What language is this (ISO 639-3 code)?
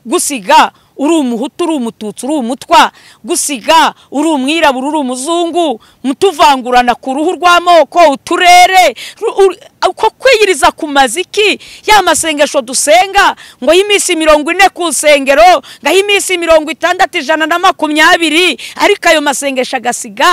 kin